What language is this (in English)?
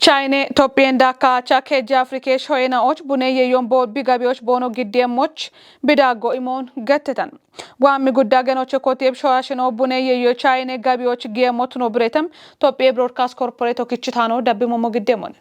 Kafa